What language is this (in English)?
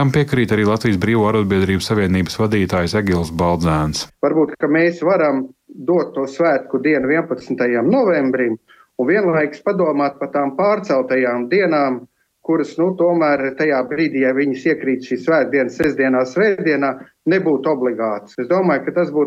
Latvian